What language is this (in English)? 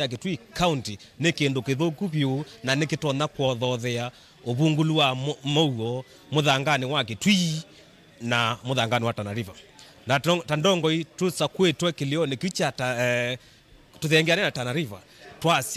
Kamba